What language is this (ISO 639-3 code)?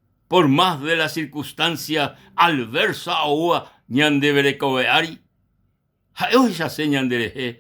grn